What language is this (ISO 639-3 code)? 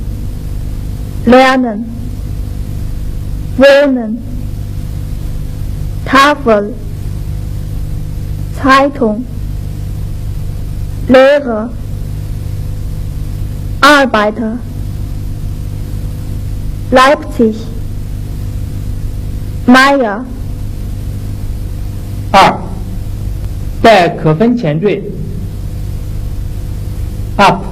zho